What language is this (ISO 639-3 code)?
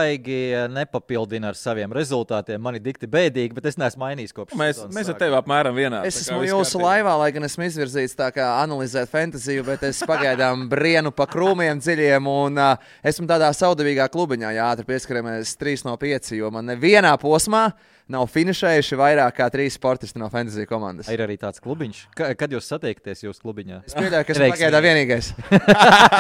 lav